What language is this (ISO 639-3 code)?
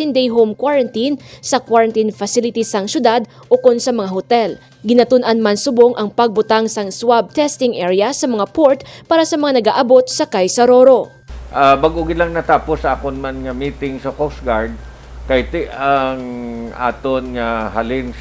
hil